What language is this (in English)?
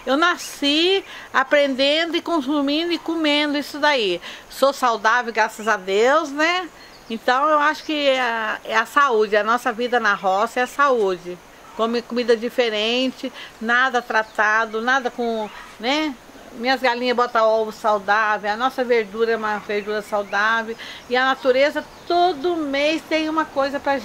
Portuguese